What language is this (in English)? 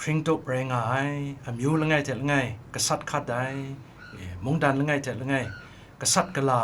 Kachin